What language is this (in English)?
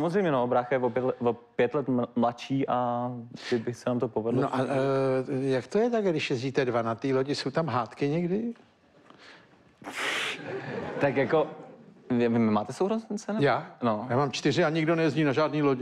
Czech